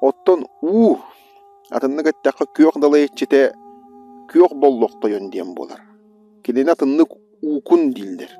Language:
Yakut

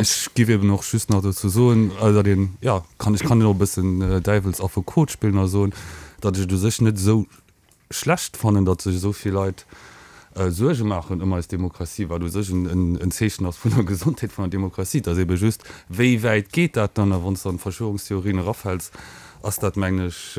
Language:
Luxembourgish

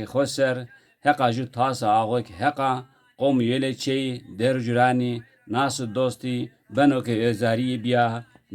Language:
Zaza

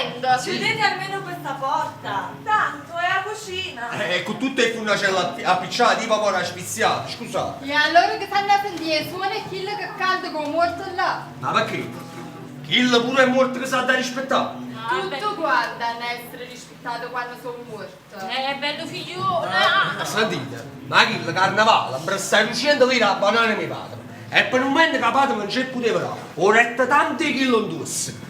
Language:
Neapolitan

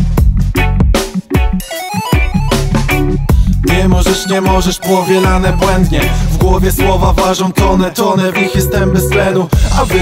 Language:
Polish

